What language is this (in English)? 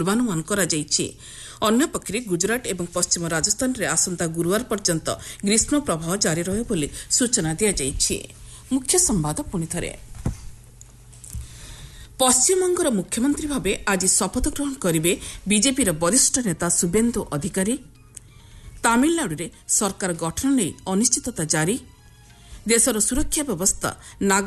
Odia